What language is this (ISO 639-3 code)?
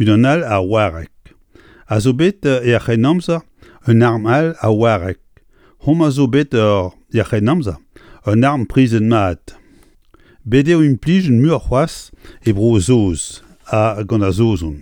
bre